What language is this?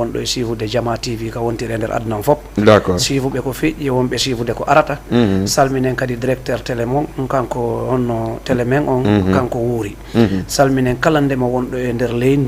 Fula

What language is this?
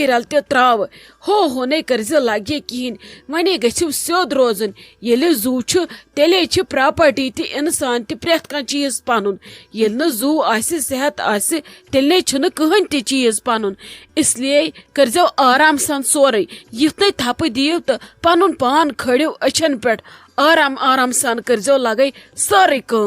Kashmiri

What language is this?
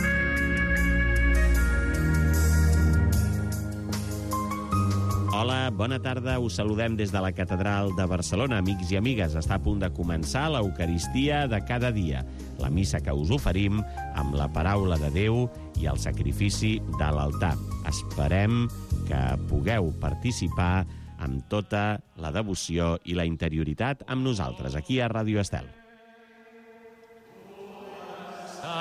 Catalan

